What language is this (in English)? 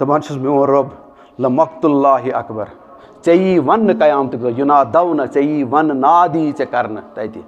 Kashmiri